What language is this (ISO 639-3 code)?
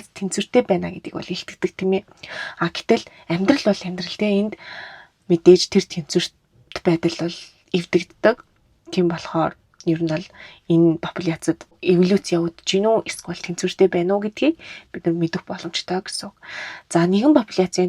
mon